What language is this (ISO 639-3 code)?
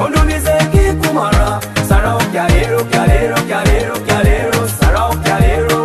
nyo